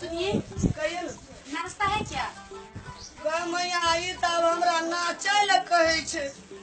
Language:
Maithili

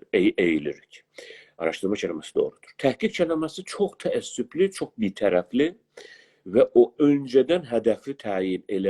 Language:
South Azerbaijani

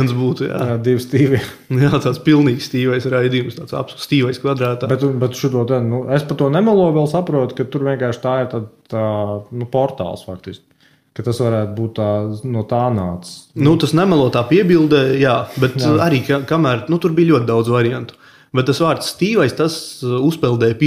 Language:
Latvian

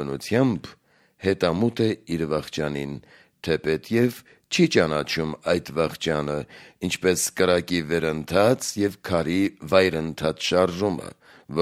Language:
Armenian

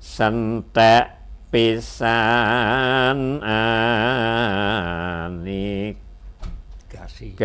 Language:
Javanese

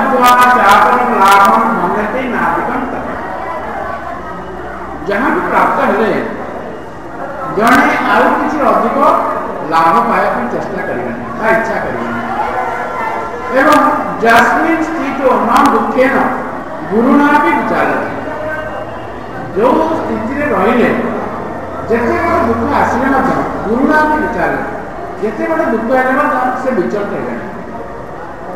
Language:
Odia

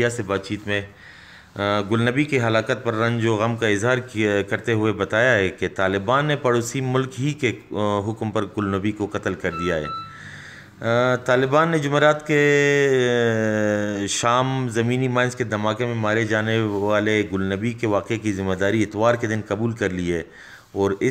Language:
Urdu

